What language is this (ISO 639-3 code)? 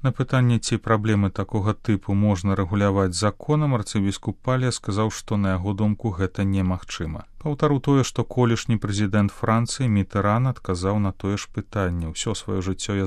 bel